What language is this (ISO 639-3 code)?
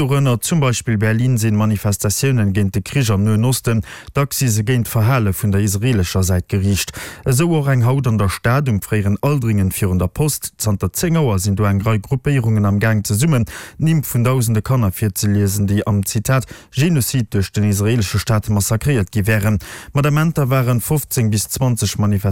ltz